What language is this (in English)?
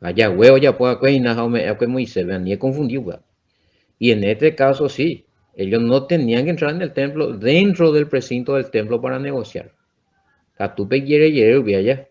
Guarani